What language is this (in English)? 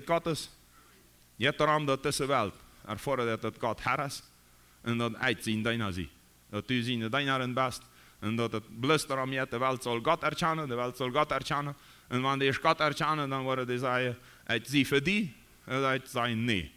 Plautdietsch